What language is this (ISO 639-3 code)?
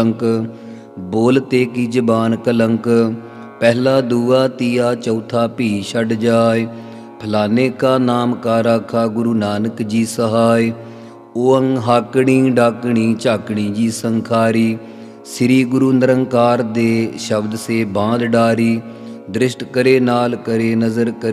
pan